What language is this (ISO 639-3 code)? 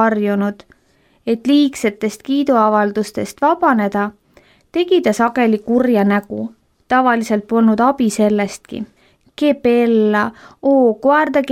est